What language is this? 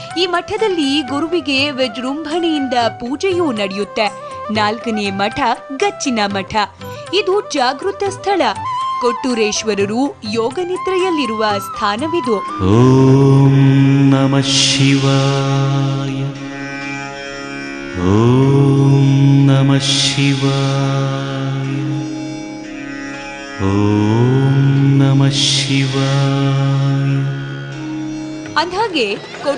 Kannada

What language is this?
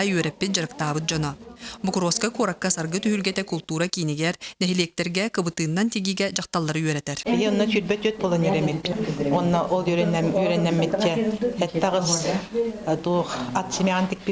Yakut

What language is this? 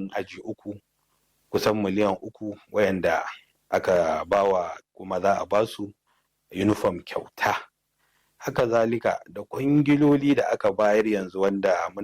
Hausa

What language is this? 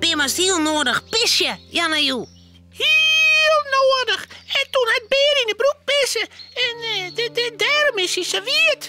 Western Frisian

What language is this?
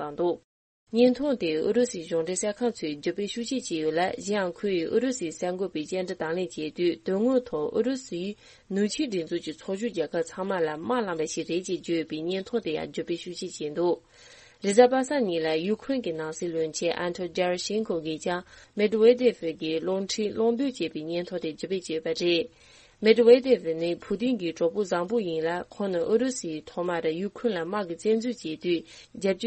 Tibetan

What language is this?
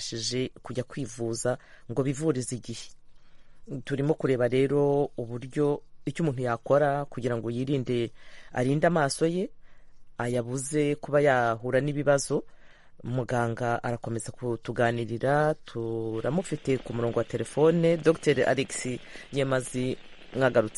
Kinyarwanda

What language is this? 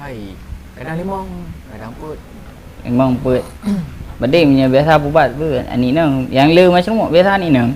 Achinese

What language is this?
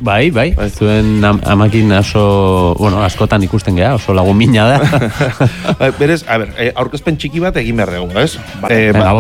Basque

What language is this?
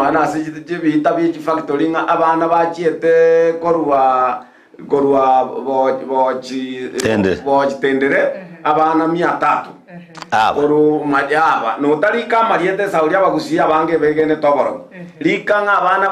Gusii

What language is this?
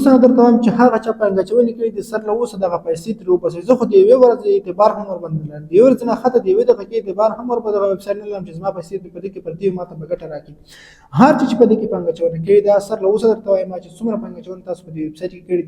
Pashto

